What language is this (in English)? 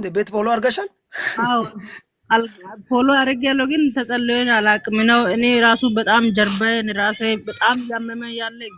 Amharic